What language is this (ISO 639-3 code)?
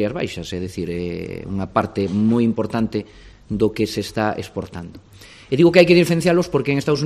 glg